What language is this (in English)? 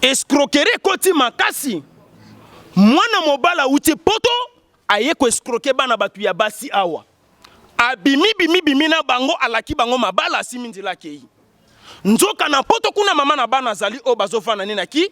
Lingala